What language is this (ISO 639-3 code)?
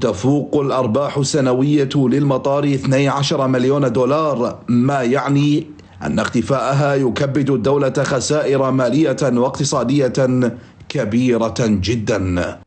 acm